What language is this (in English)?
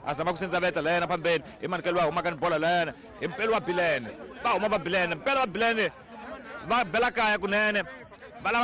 Tsonga